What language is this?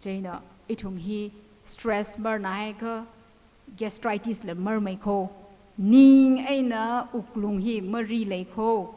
Tangkhul Naga (India)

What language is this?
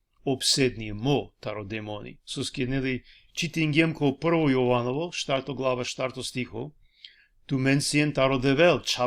Balkan Romani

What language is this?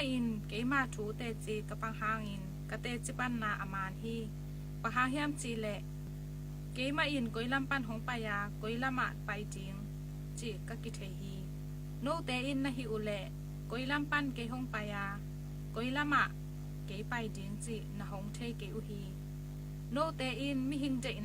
Tedim Chin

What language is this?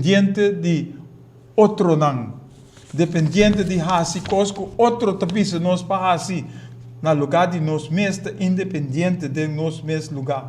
Papiamento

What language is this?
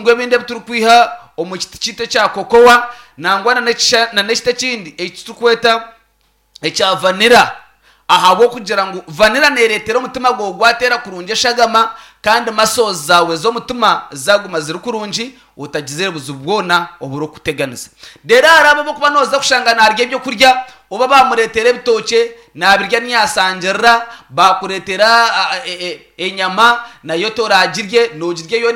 Nyankole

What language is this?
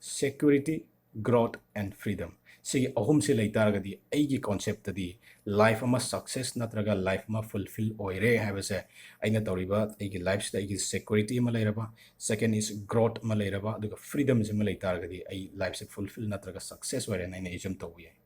Manipuri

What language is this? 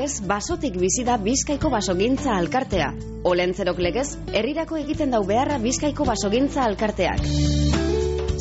Basque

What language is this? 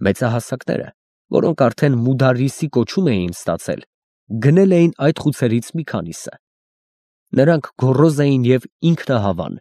Armenian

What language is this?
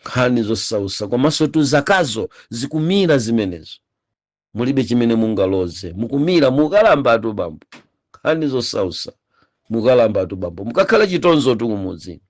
Nyanja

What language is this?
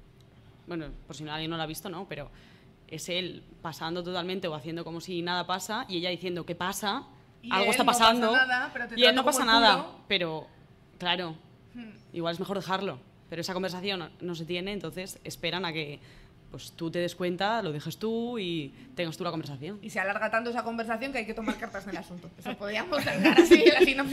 Spanish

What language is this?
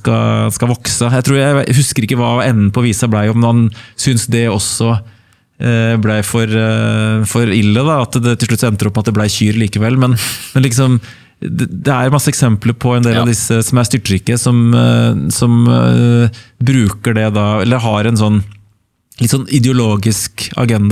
Norwegian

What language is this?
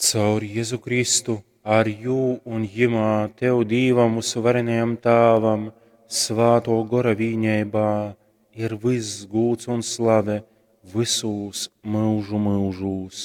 Latgalian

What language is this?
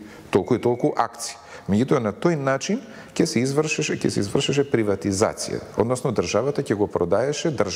Macedonian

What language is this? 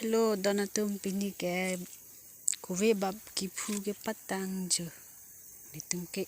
Karbi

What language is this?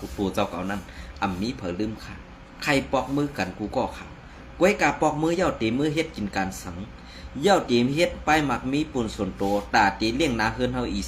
Shan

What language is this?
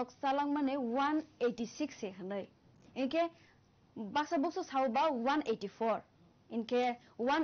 Kok Borok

